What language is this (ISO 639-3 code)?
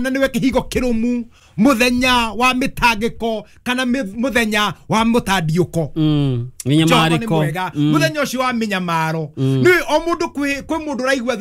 kik